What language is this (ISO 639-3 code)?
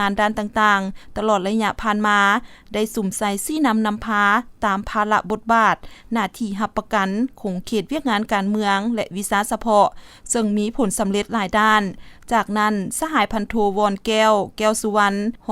lao